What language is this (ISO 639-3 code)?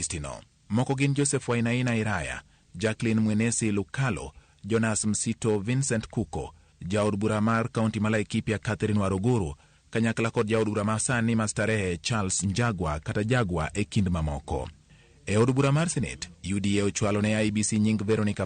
luo